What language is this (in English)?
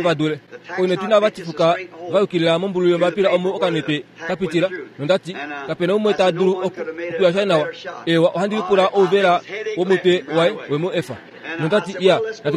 Kuanyama